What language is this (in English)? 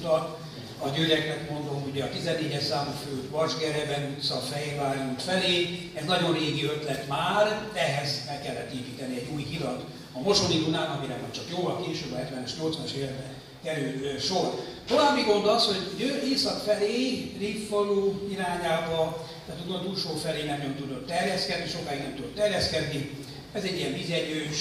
Hungarian